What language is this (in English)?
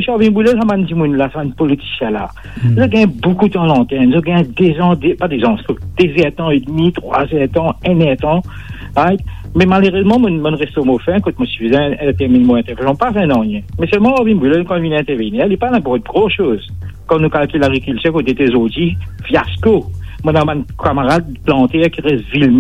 Morisyen